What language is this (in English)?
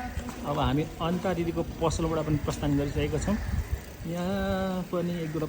Nepali